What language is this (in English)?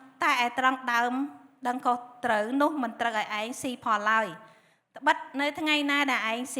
Khmer